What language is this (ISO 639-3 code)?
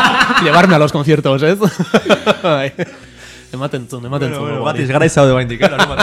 eus